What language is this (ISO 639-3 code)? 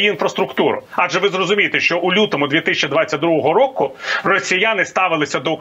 ukr